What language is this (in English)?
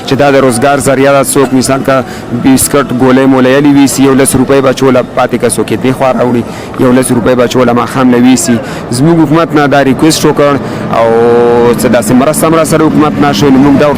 Pashto